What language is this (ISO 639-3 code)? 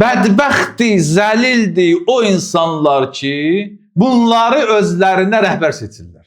aze